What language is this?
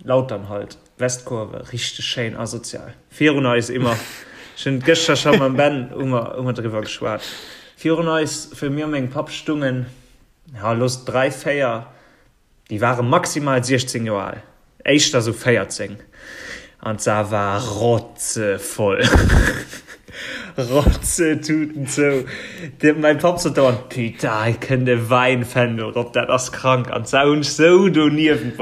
Luxembourgish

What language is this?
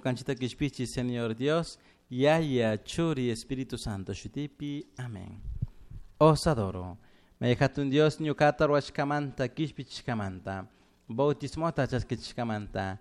Chimborazo Highland Quichua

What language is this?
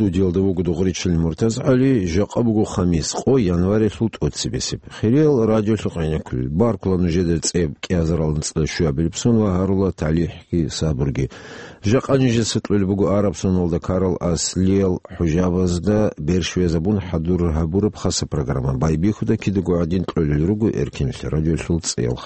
Avaric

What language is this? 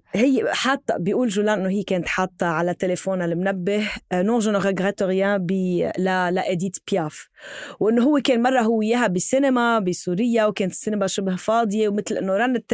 North Levantine Arabic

